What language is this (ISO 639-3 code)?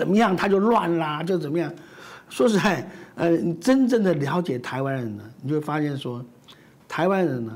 zho